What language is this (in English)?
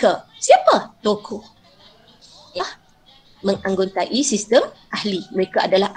Malay